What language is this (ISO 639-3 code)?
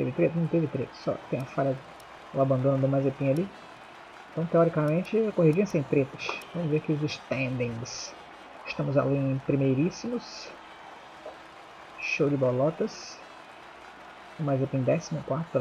por